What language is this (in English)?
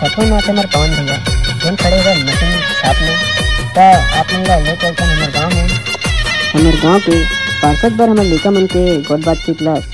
Chhattisgarhi